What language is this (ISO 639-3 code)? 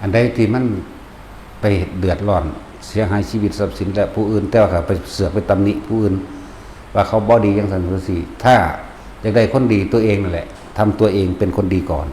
tts